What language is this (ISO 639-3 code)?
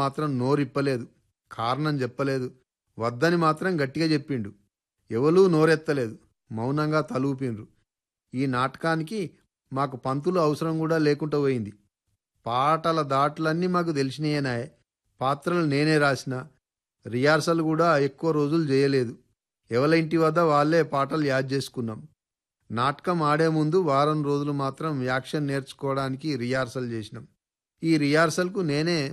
tel